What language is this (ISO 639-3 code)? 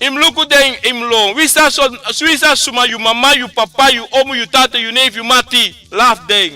srn